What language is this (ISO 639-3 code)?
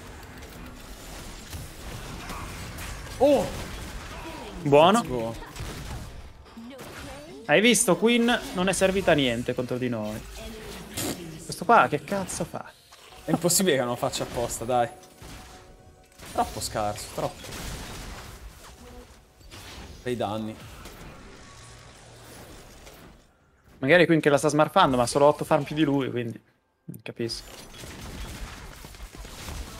ita